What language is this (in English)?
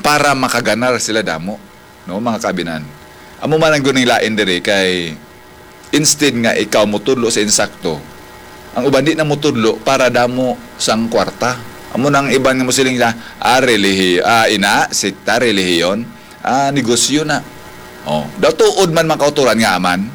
Hiligaynon